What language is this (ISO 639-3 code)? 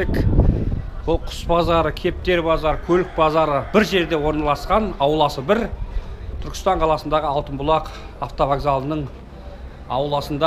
kaz